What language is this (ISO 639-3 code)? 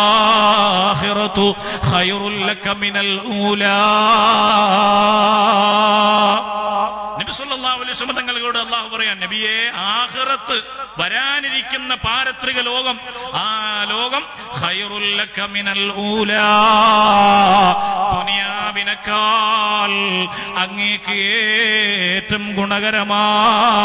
mal